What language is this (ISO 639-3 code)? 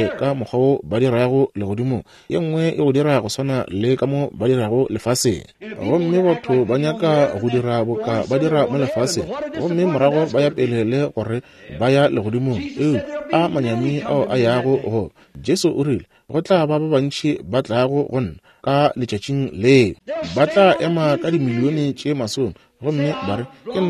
nso